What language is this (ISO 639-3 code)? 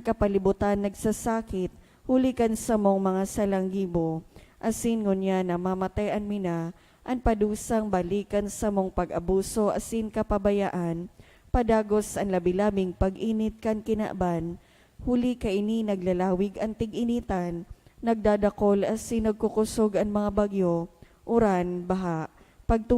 bik